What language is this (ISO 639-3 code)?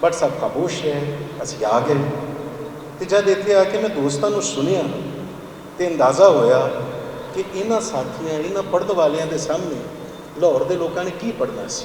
lah